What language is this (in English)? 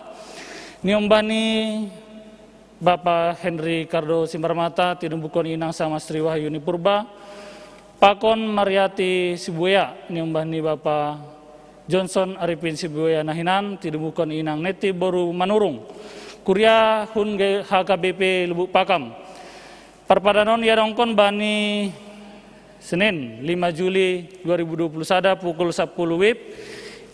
Batak Simalungun